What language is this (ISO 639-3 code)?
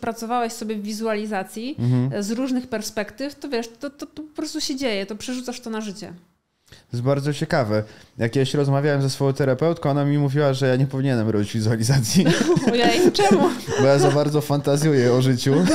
pol